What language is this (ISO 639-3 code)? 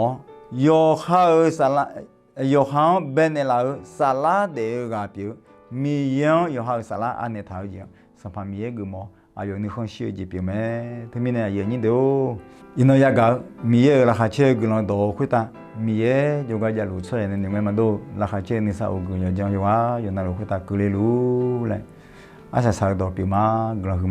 ahk